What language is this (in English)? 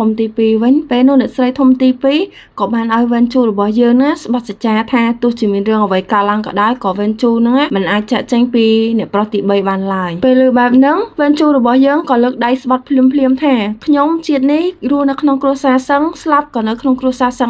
Khmer